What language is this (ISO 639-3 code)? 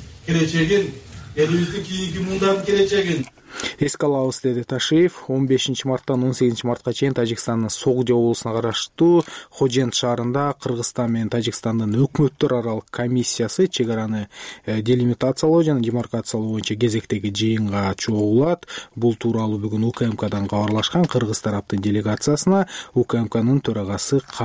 kir